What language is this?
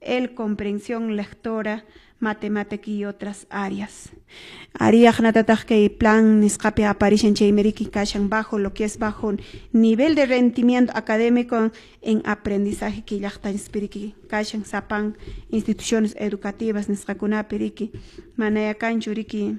Quechua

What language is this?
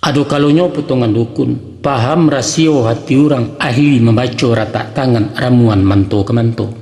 Minangkabau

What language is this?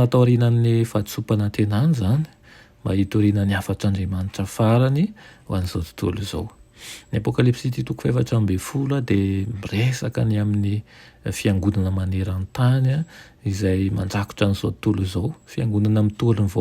Malagasy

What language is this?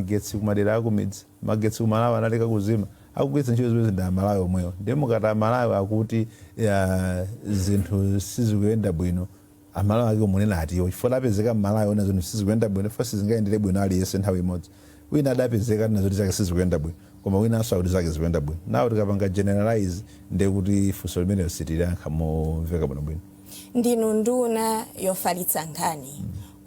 Nyanja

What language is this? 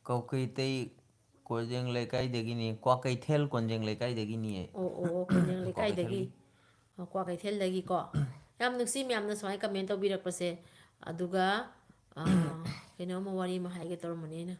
Manipuri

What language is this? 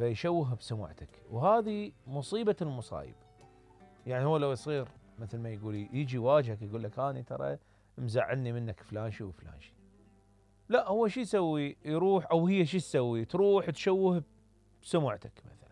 Mesopotamian Arabic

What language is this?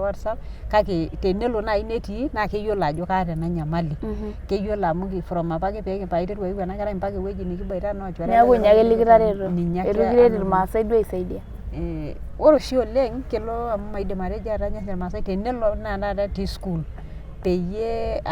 Masai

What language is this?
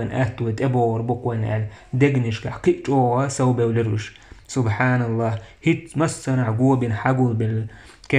Chechen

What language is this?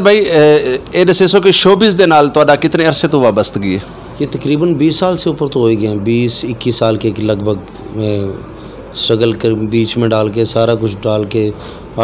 Saraiki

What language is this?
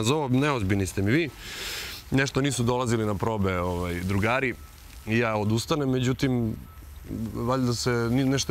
Serbian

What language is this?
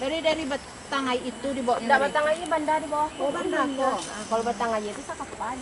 Minangkabau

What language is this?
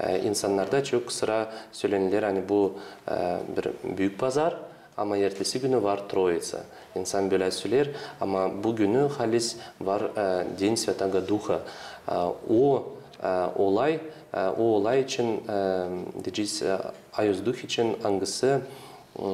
Gagauz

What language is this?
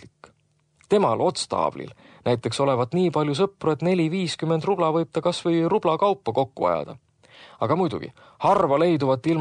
Estonian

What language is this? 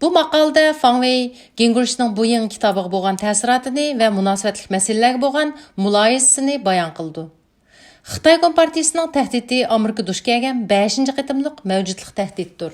Uyghur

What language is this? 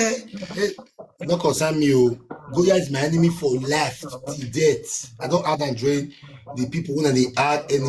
Nigerian Pidgin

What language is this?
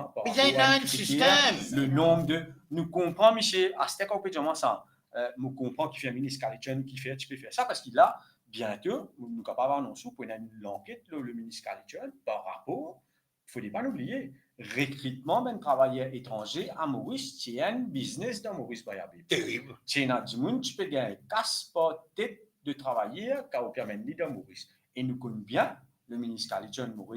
Morisyen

